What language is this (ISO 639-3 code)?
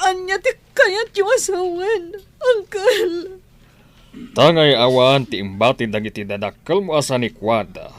ilo